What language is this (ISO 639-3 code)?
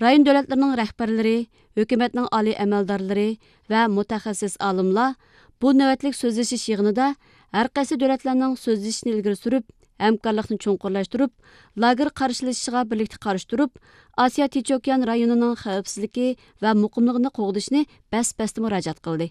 uig